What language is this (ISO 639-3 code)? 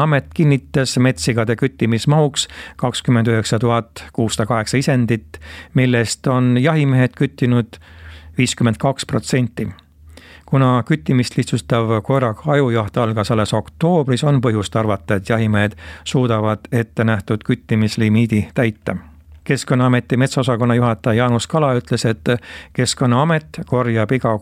est